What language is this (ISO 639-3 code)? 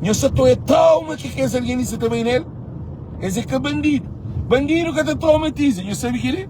kea